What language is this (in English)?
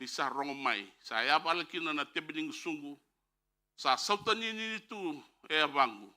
Fijian